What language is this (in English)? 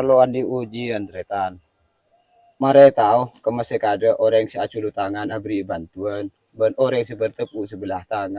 Madurese